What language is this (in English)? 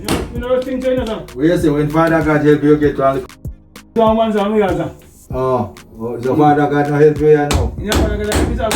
Jamaican Creole English